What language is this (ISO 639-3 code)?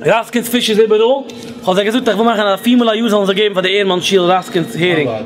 yid